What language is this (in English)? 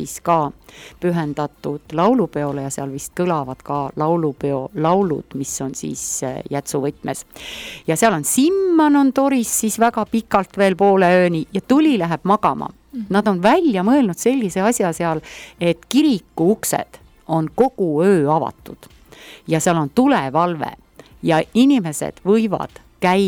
Estonian